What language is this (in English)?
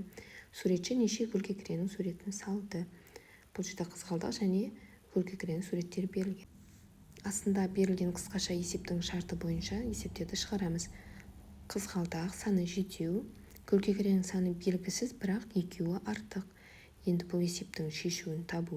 Kazakh